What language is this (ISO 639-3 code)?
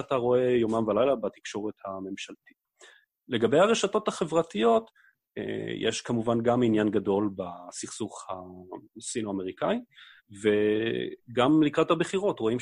heb